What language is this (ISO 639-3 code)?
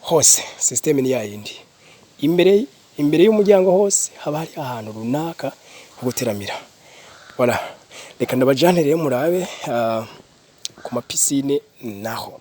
run